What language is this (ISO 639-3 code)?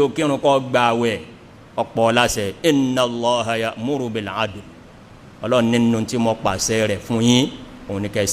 yor